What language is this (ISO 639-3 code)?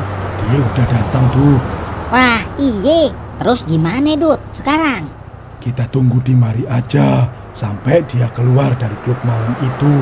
bew